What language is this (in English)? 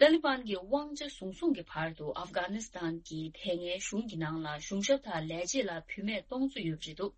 Tibetan